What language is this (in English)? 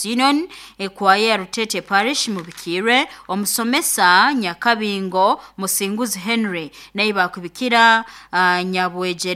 Nyoro